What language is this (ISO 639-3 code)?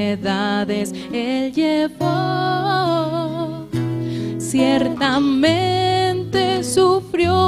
aym